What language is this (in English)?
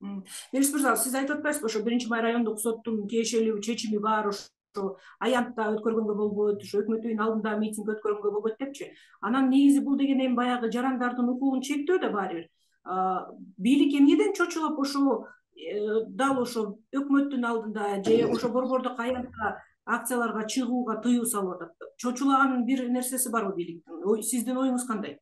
Kyrgyz